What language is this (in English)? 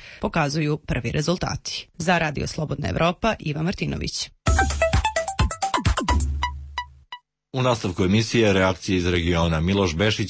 Serbian